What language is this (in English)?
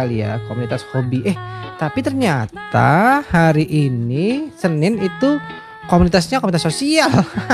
Indonesian